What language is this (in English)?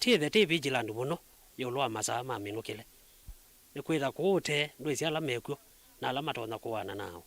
Kamba